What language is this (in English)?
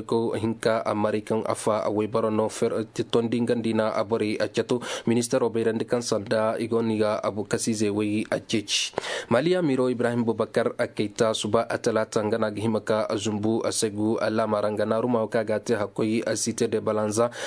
Koyraboro Senni